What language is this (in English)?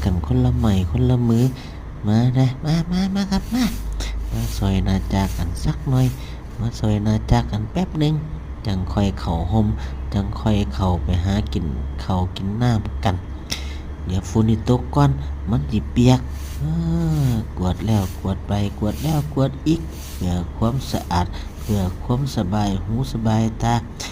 Northeastern Thai